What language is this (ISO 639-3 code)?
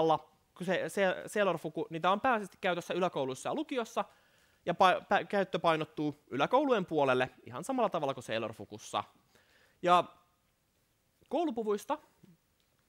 fin